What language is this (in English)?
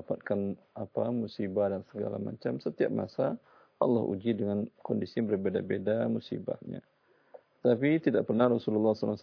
Indonesian